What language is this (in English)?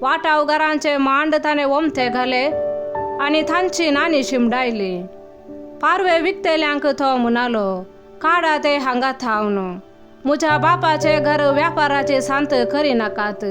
Konkani